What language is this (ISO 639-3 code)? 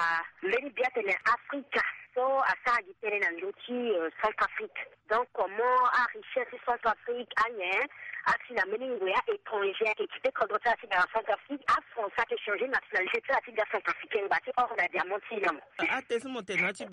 sag